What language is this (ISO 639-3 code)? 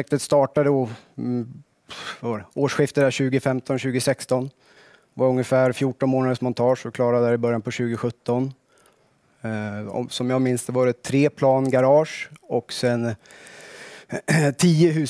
swe